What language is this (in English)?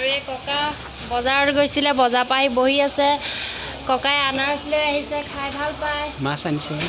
Assamese